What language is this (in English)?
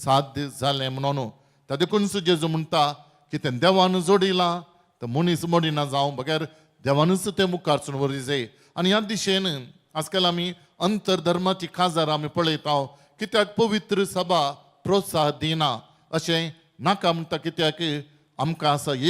Konkani